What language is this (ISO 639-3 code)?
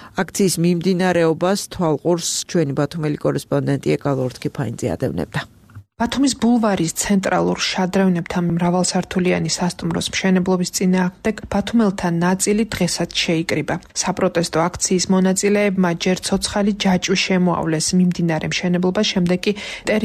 kat